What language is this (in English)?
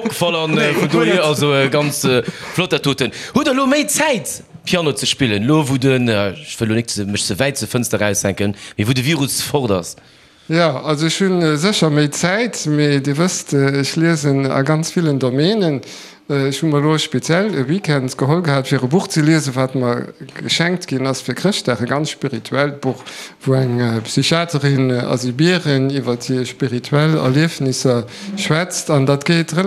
Luxembourgish